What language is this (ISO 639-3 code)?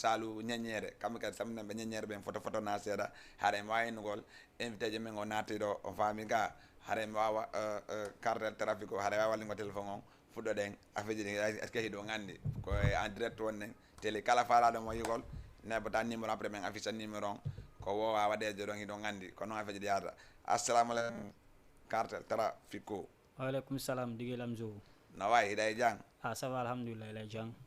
ful